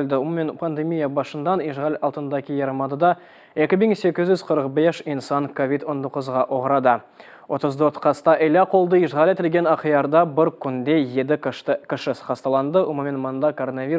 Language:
Crimean Tatar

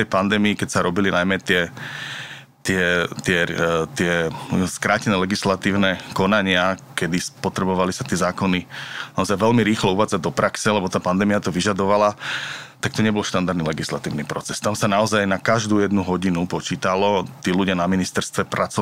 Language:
Slovak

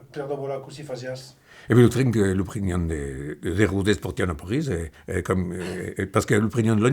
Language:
Occitan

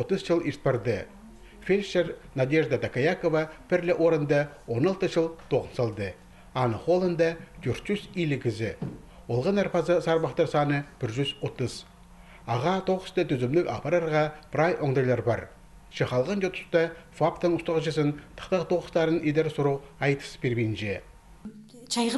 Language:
Khakas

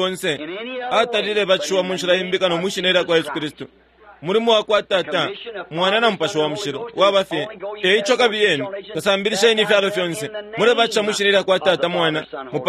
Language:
Bemba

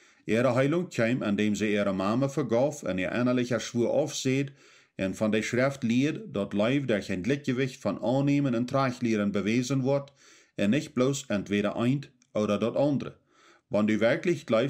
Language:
Plautdietsch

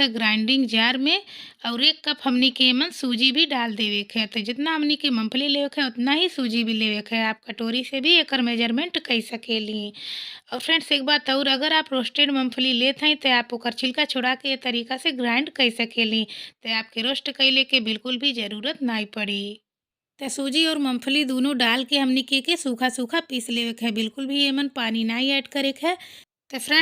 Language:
Bhojpuri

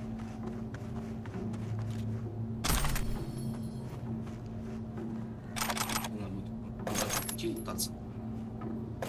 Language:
Russian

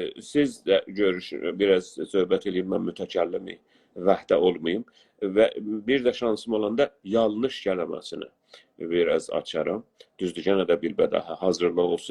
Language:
South Azerbaijani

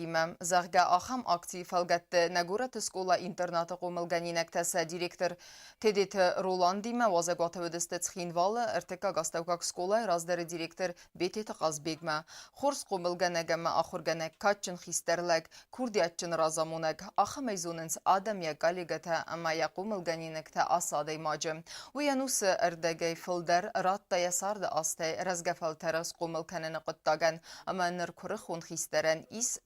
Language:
Ossetic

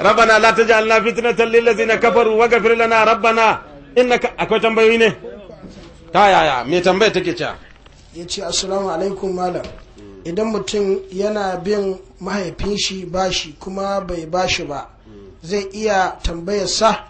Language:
Hausa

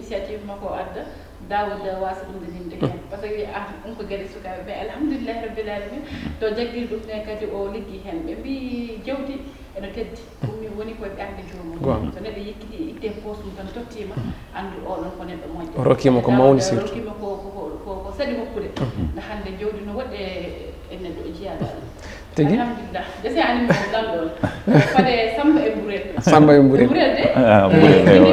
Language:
Fula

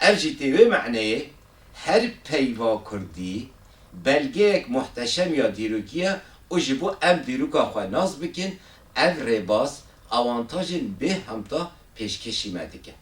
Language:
Kurdish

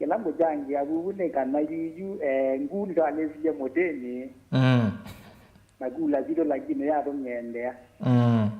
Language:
Kamba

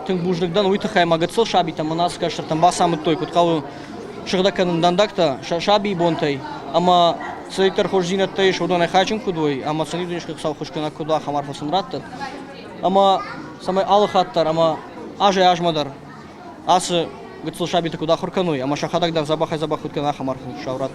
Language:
Ossetic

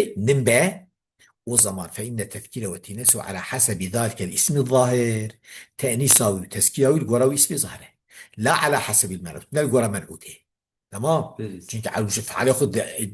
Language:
Kurdish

